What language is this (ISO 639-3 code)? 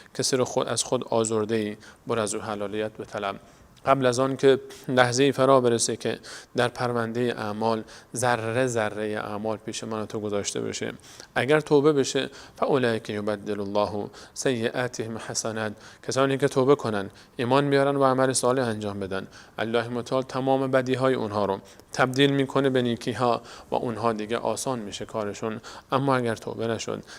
fas